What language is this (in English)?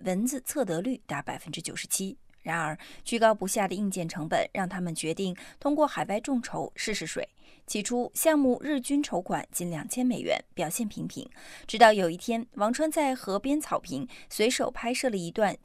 Chinese